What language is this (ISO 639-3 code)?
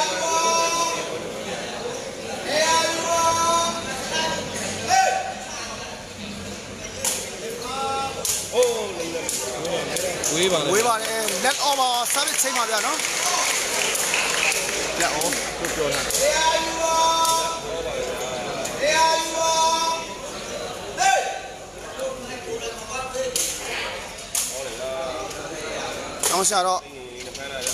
mya